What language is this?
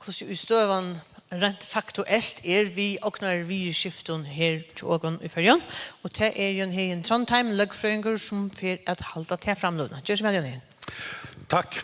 Faroese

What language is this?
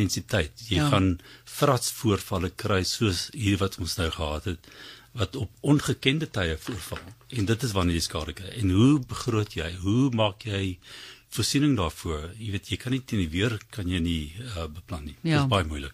Afrikaans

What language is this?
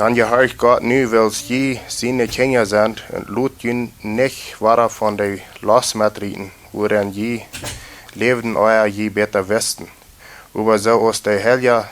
Plautdietsch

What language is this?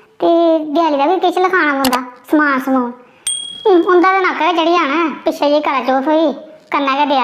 Dogri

